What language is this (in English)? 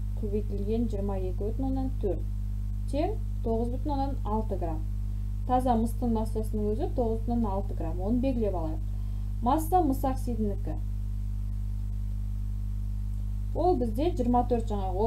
Kazakh